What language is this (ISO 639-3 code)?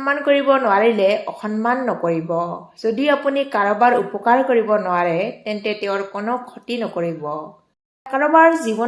asm